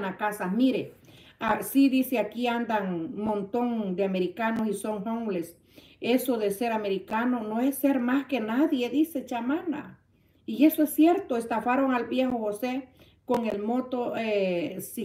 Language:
Spanish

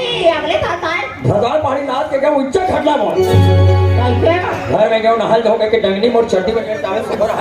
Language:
Chhattisgarhi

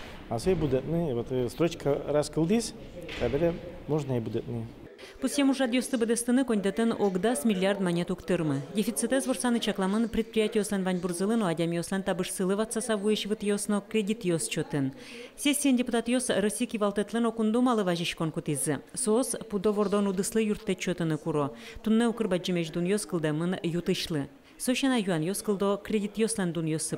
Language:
Udmurt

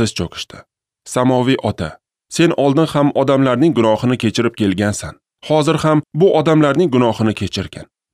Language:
Uzbek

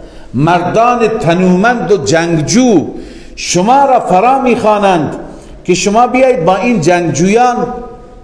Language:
Persian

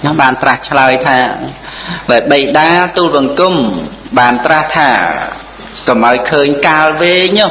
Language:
Khmer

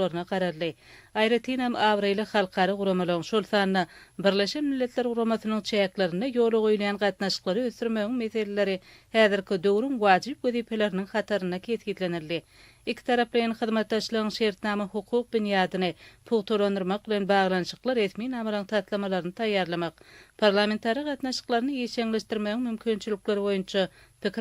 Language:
Turkmen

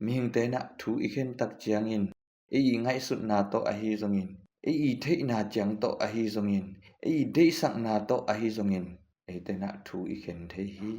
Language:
Tedim Chin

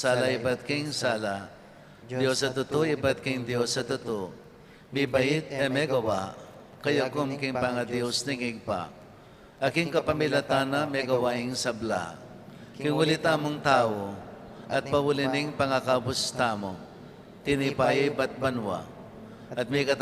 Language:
Pampanga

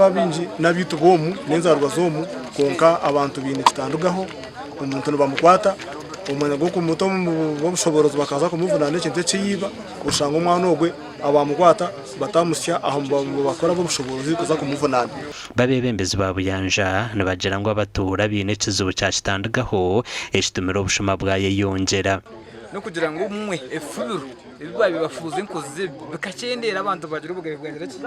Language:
Nyankole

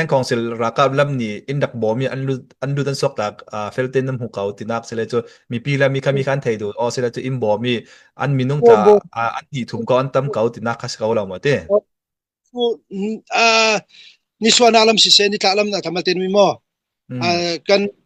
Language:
Falam Chin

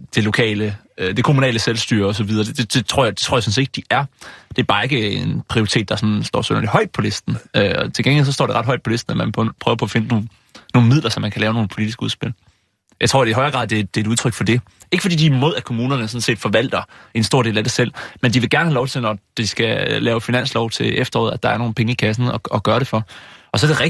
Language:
Danish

